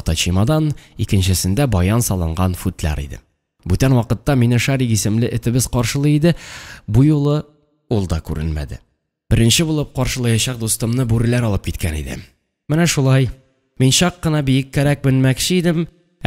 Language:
Tatar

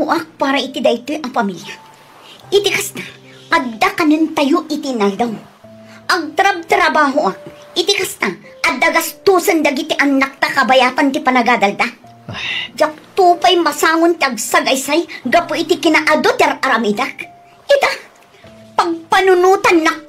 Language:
Iloko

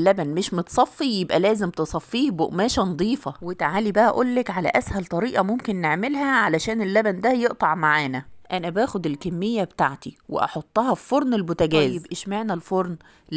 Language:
Egyptian Arabic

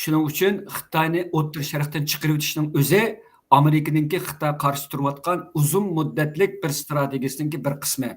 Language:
Uyghur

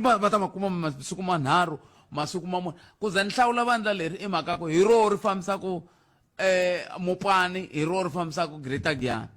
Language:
Tsonga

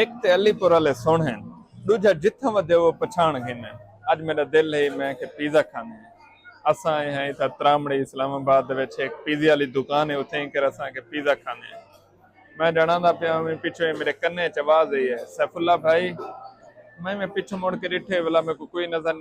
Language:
Saraiki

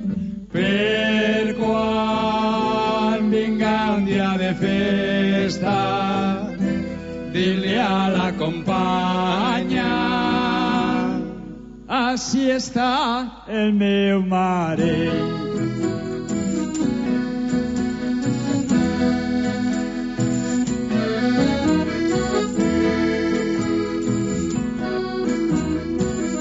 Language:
Catalan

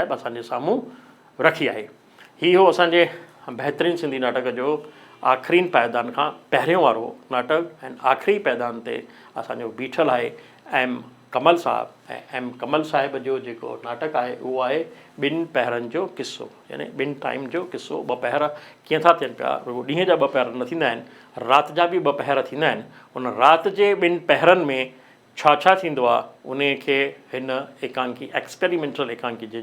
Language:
Sindhi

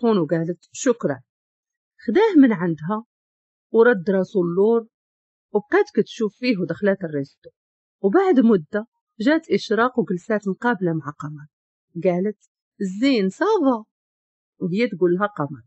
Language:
Moroccan Arabic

